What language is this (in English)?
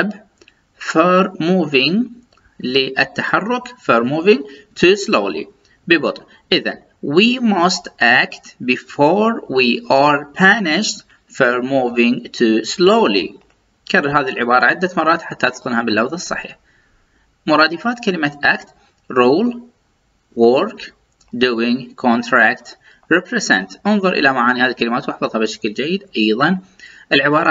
Arabic